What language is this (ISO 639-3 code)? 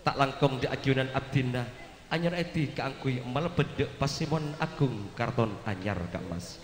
mad